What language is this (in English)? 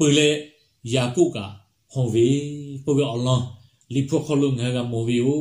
Lahu